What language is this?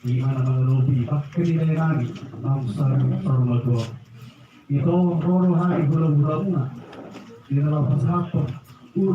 Batak Toba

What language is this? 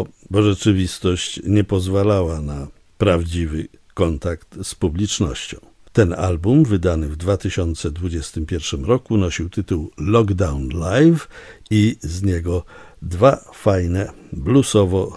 Polish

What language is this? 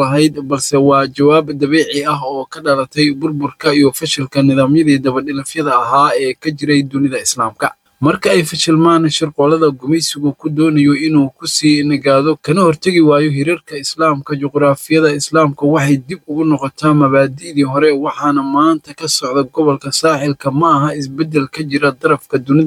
Somali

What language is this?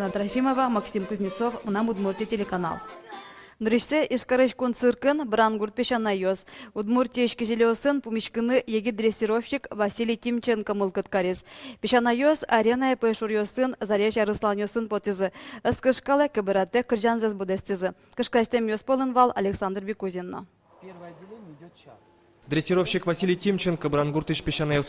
Udmurt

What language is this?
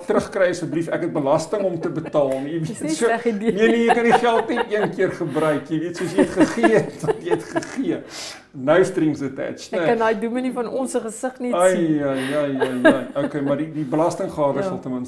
Afrikaans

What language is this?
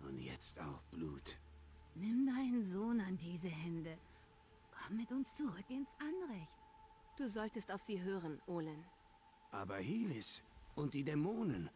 Swiss German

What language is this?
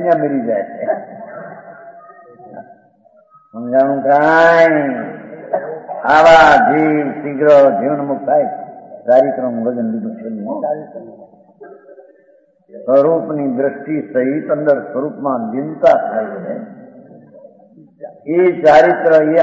Gujarati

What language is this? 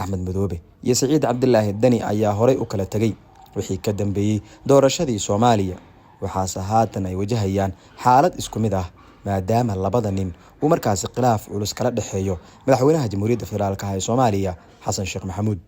Somali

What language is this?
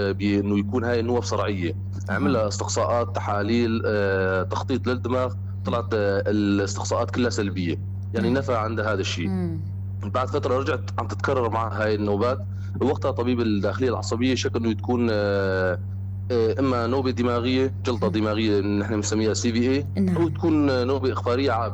North Levantine Arabic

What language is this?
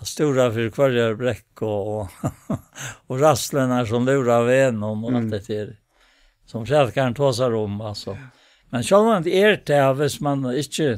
Faroese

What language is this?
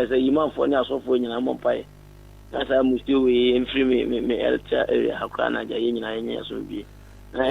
Akan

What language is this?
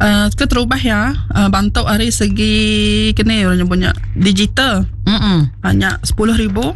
Iban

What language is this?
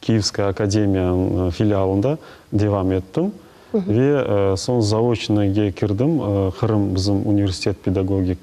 Crimean Tatar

